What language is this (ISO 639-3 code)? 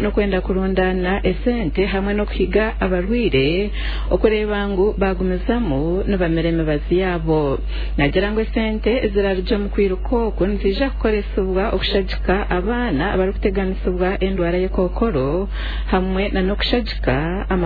nyn